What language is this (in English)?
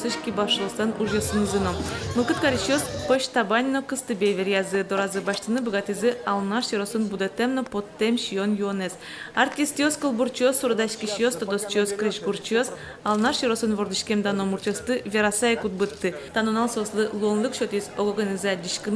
Udmurt